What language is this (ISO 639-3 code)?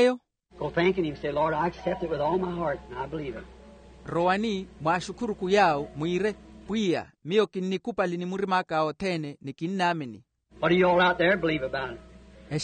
vmw